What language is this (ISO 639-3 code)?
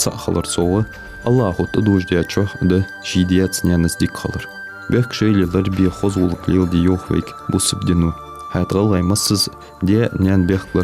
inh